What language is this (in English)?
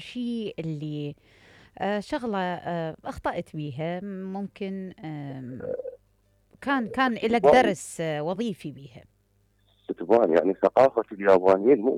Mesopotamian Arabic